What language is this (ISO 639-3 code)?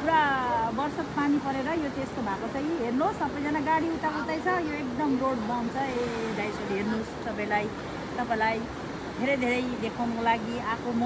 nep